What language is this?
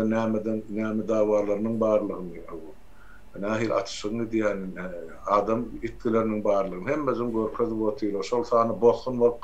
Turkmen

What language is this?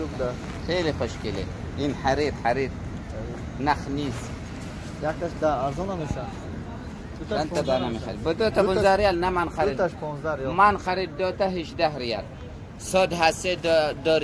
Tajik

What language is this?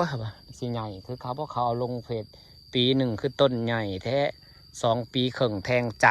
Northeastern Thai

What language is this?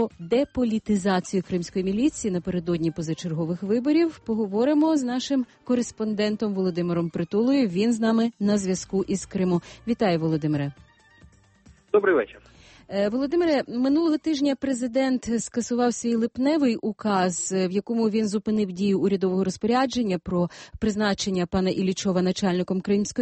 Ukrainian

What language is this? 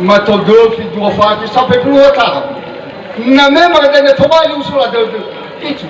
Nias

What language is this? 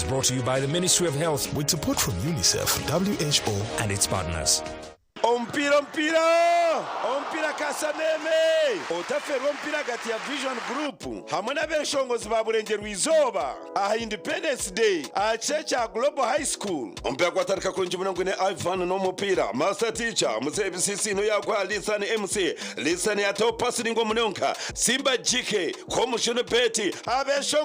Nyankole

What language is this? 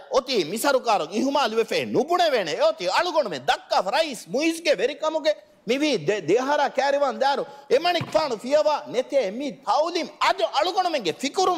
Divehi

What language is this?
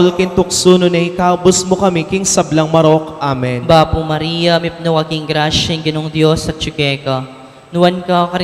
Pampanga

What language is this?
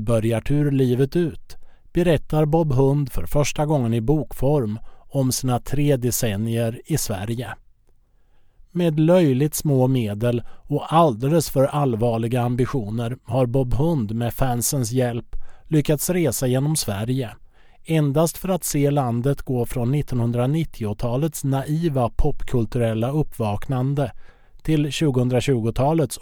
Swedish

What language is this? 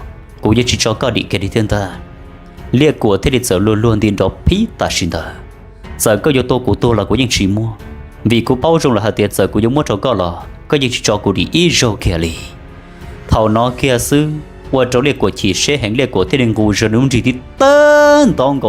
Hmong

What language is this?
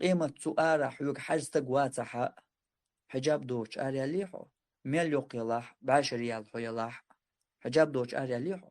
Chechen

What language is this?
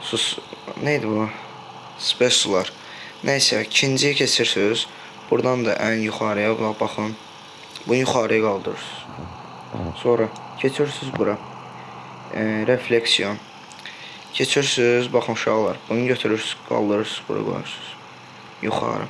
Azerbaijani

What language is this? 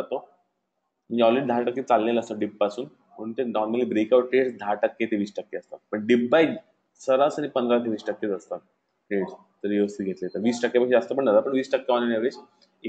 Marathi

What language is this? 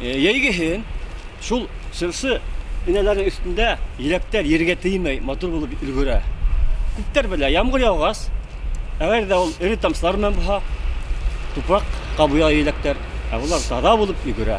Bashkir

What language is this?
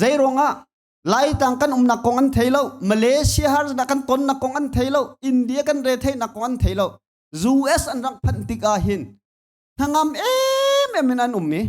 Hakha Chin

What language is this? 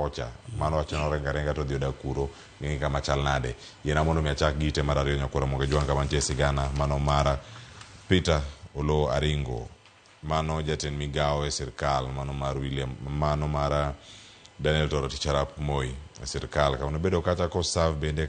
Luo (Kenya and Tanzania)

